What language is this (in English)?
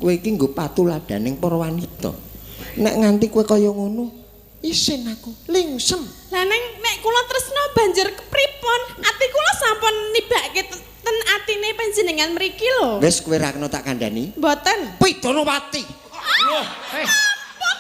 Javanese